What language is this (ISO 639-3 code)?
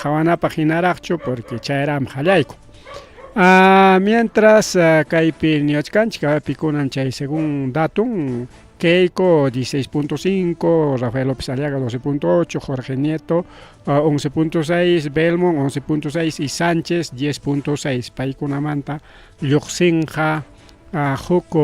quy